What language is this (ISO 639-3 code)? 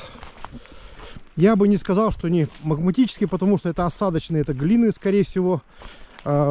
rus